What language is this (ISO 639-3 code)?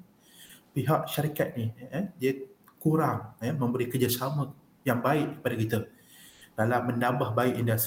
msa